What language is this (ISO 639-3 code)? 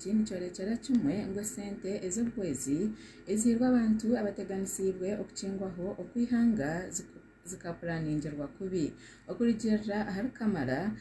nyn